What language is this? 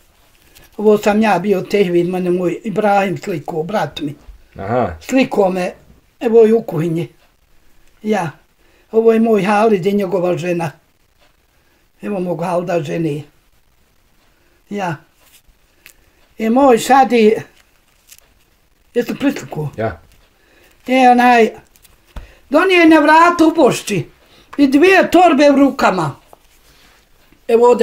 Bosnian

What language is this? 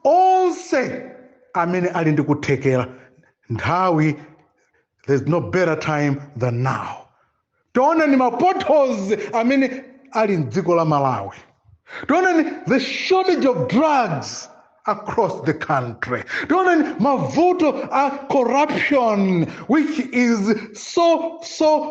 Nyanja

